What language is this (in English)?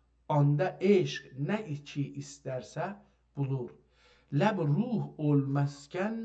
South Azerbaijani